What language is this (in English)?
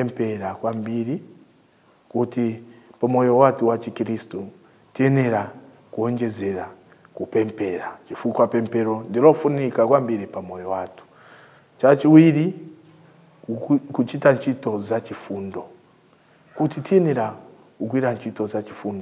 Nyanja